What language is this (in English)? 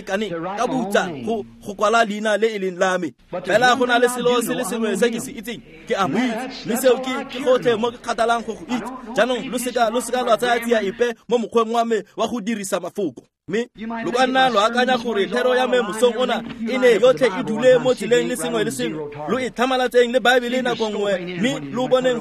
Tswana